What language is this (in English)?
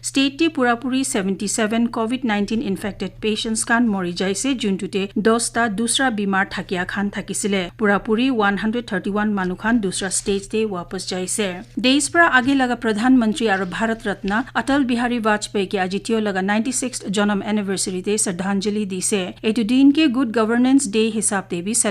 Naga Pidgin